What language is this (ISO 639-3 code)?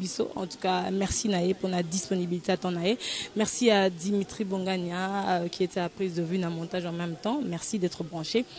lin